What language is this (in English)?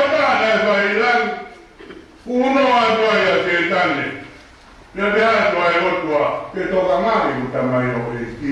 Tongan